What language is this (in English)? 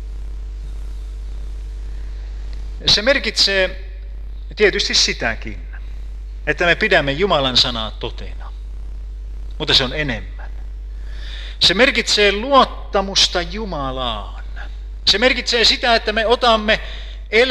Finnish